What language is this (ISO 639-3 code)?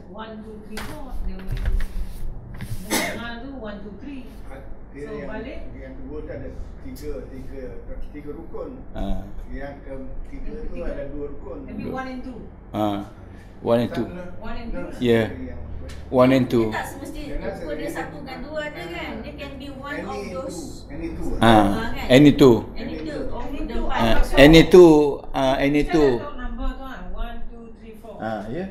msa